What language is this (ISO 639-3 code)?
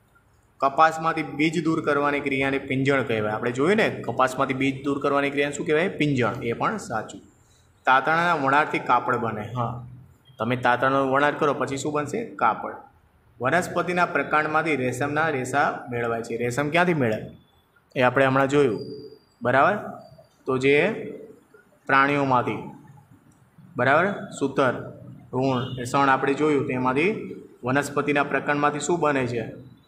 guj